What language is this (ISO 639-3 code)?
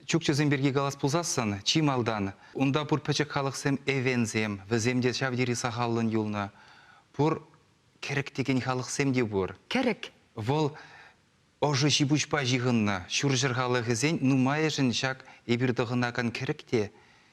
chv